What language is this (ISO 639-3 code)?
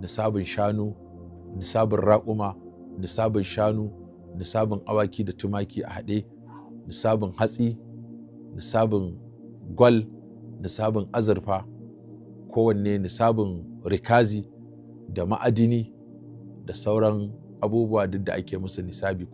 hau